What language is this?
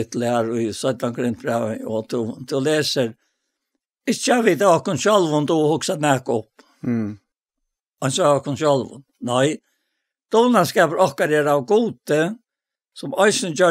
Faroese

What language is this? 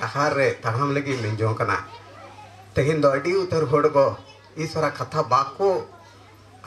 Santali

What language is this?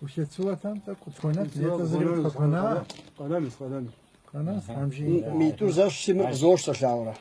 Kabardian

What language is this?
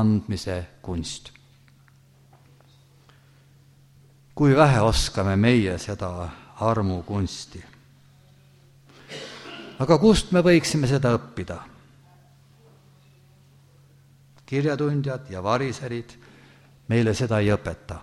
Estonian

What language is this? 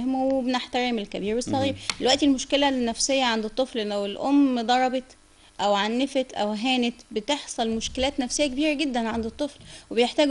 Egyptian Arabic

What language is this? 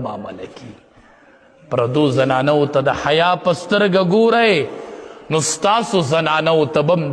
Pashto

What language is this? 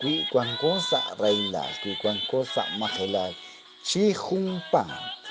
Kekchí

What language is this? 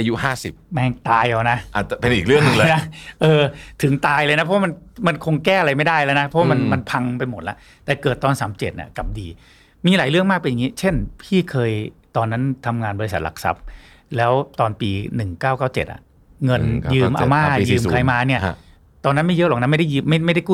Thai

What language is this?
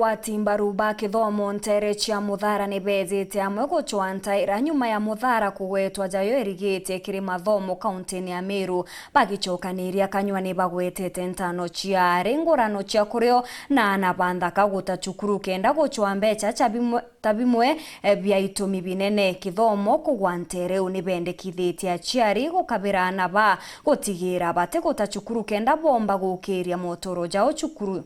Meru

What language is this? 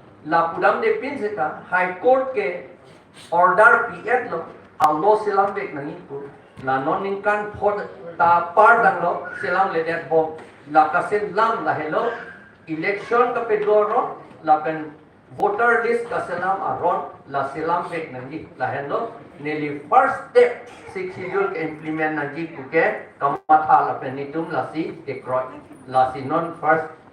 Karbi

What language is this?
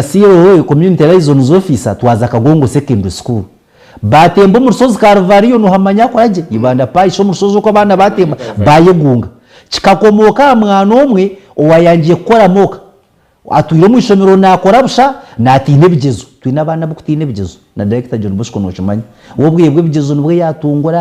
Nyankole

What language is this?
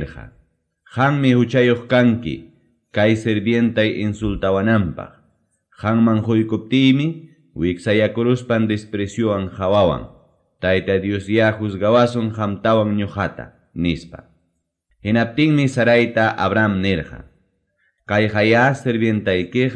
Ayacucho Quechua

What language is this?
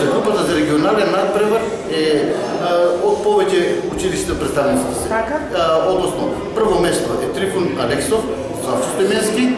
Macedonian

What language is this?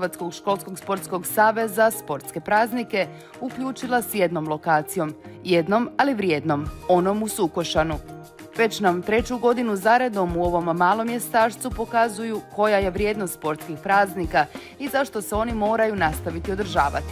Croatian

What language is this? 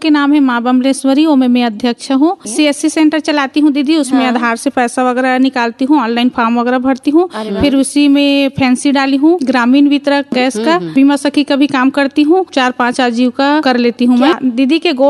Chhattisgarhi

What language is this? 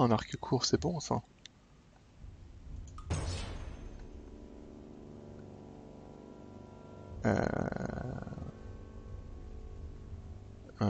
French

